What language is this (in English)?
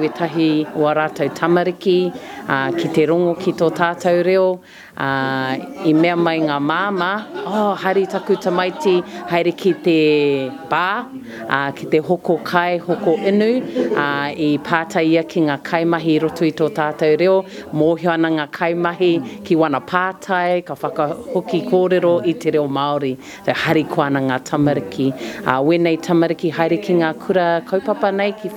Māori